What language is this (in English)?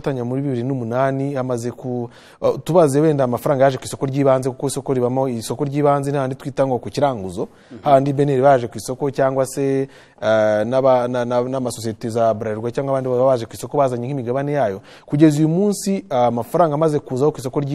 Kinyarwanda